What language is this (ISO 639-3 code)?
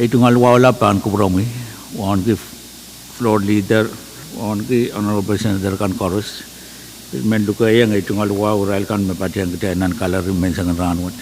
pon